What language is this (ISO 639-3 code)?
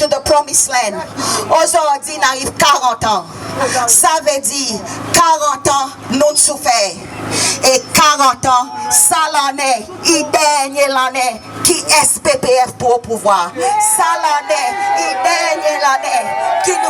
crs